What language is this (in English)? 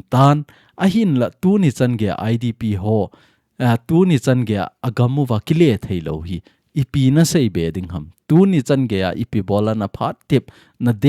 Thado Chin